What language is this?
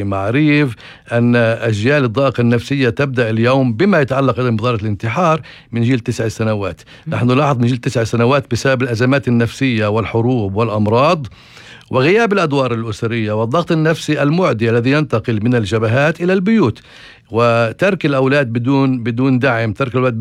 North Levantine Arabic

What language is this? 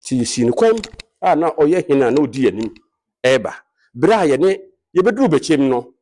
Akan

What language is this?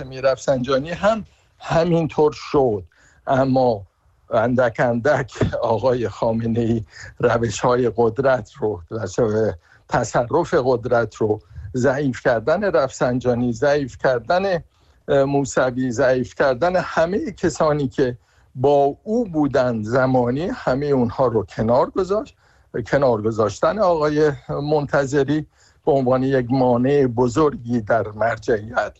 Persian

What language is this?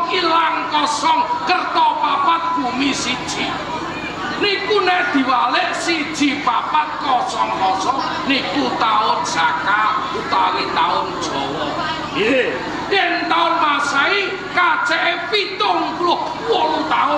Javanese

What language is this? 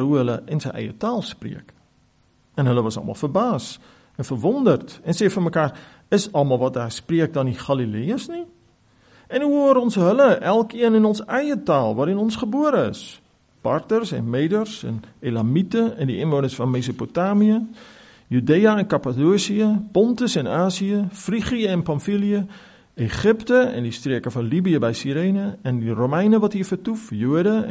Afrikaans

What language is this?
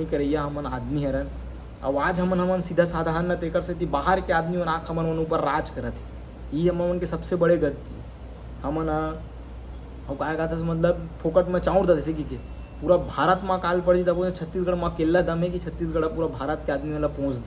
Chhattisgarhi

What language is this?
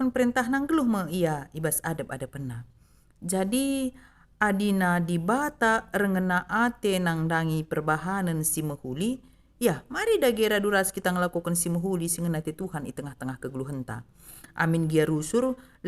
Batak Karo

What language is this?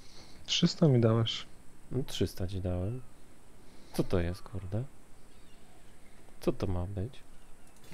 Polish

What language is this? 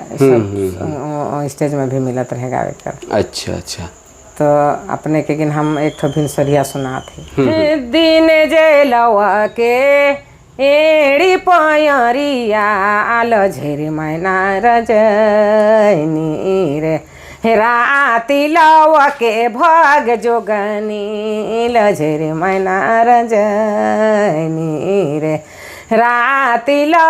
Sadri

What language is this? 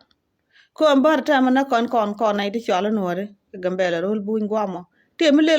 Nuer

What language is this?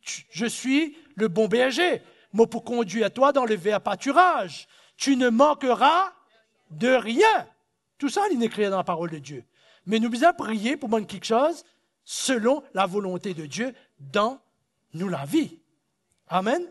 Morisyen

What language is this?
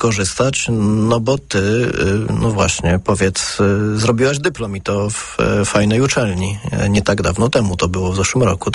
Polish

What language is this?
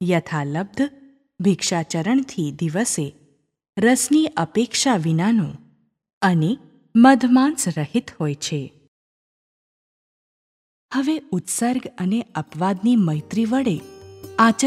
Gujarati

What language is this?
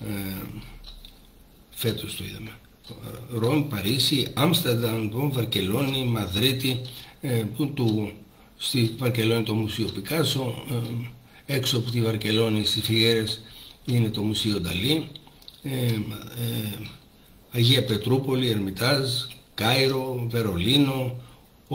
Greek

